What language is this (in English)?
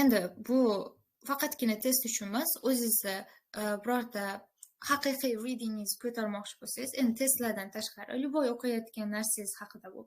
Uzbek